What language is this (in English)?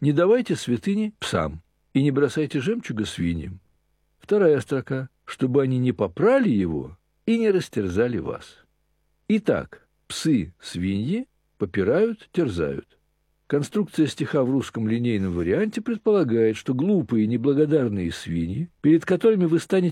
Russian